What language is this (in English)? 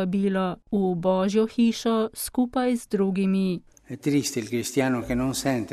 Slovenian